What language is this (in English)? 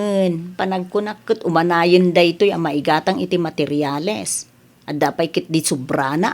Iloko